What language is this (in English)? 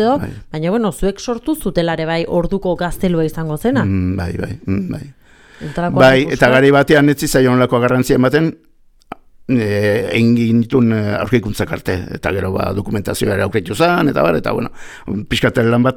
Basque